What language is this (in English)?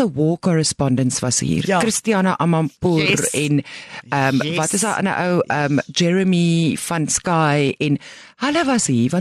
Afrikaans